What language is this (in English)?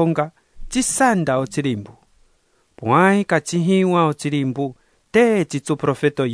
Umbundu